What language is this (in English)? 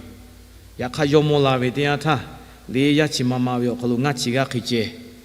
Lahu